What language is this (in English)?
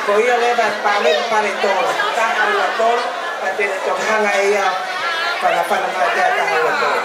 Tongan